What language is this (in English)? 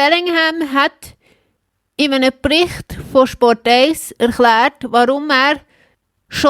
Swiss German